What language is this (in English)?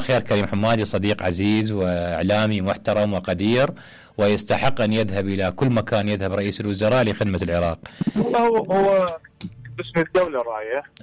Mesopotamian Arabic